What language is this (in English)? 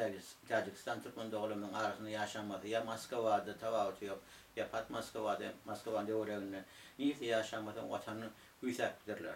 Turkmen